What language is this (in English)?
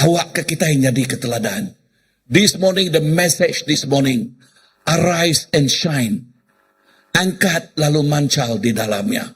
Iban